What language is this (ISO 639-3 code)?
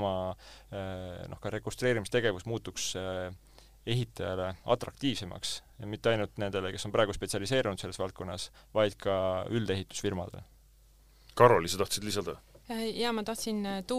est